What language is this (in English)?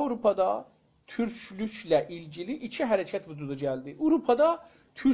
South Azerbaijani